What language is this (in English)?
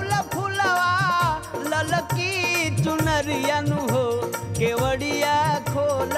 Bhojpuri